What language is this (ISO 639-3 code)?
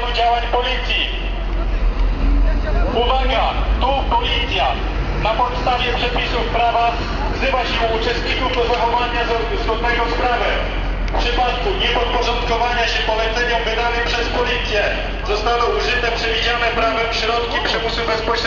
pol